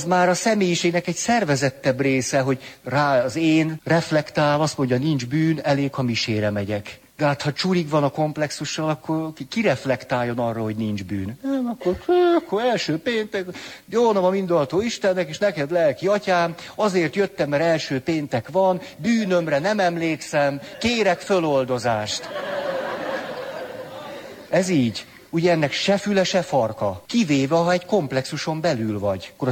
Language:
Hungarian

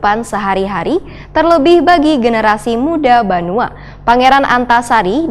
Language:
Banjar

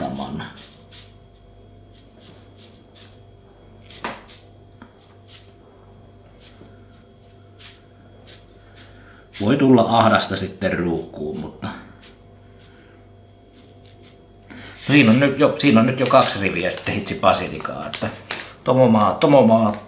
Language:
Finnish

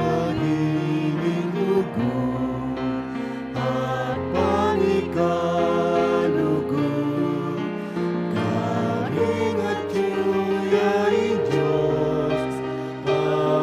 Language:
Pampanga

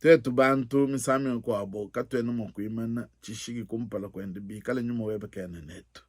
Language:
Luba-Lulua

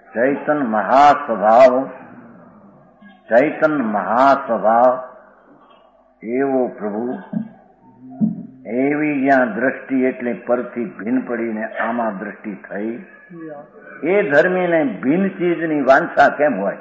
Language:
Gujarati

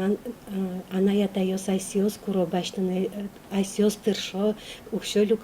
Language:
Udmurt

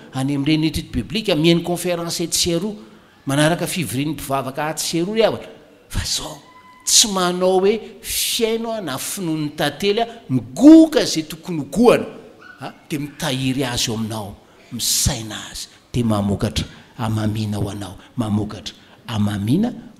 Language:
Malagasy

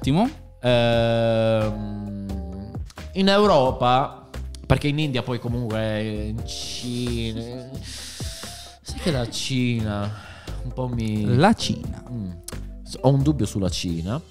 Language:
Italian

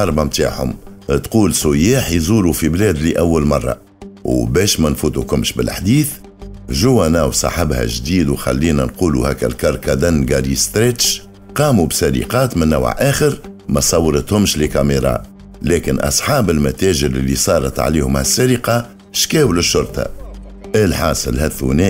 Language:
Tunisian Arabic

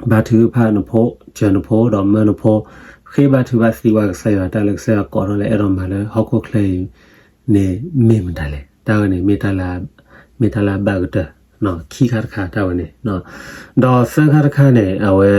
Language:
S'gaw Karen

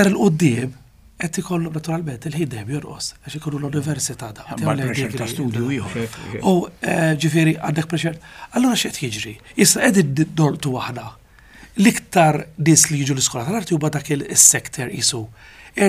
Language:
Maltese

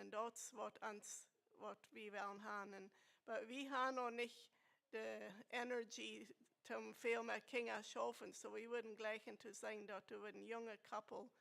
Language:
Plautdietsch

